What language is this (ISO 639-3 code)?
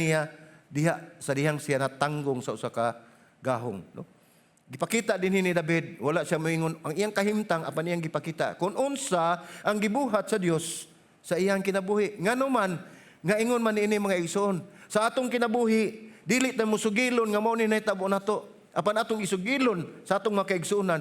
ceb